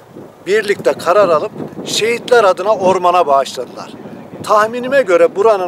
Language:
Turkish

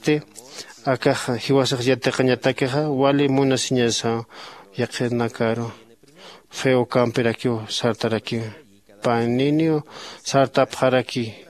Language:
Aymara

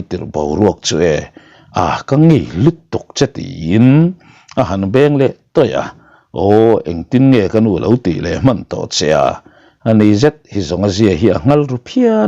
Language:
Mizo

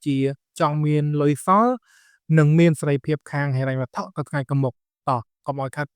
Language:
Khmer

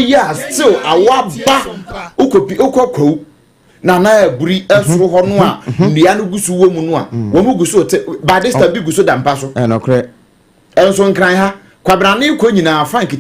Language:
Akan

